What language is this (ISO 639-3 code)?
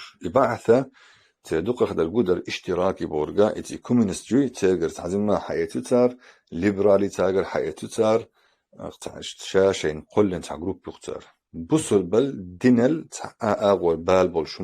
che